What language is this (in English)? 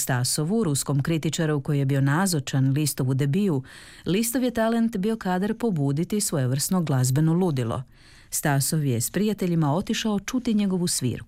Croatian